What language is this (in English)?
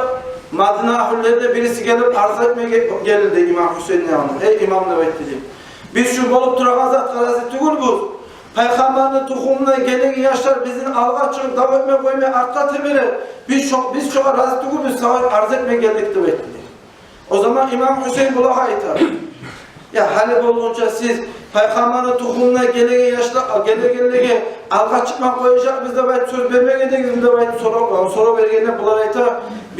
Kumyk